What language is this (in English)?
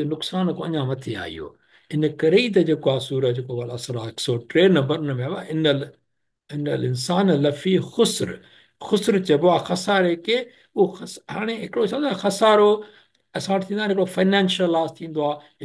Sindhi